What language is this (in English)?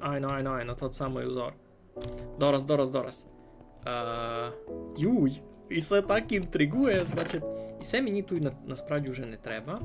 Rusyn